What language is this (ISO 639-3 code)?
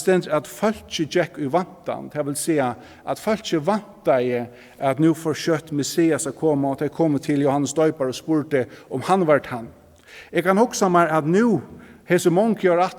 fao